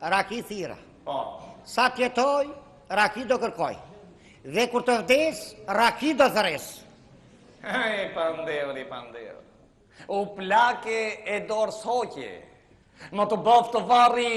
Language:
Albanian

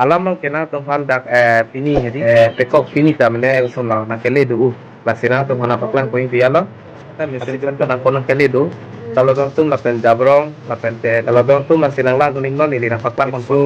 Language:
Karbi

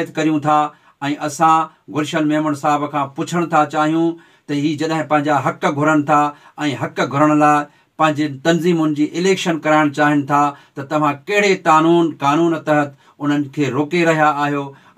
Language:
Sindhi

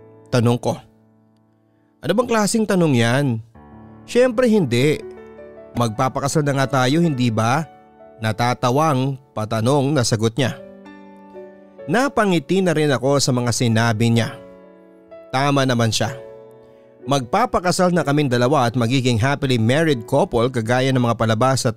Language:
Filipino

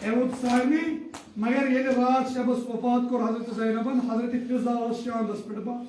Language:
Kashmiri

